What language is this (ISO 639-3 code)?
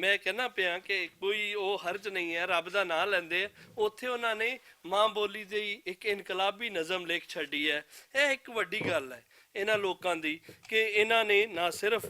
lah